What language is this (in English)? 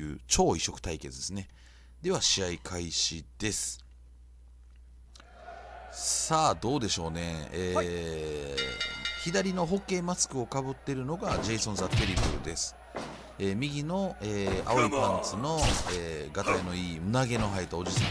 Japanese